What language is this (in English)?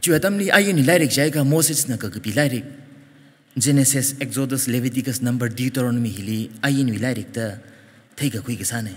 Tangkhul Naga (India)